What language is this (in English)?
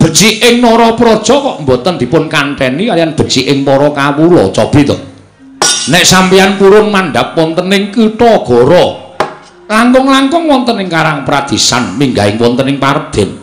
Javanese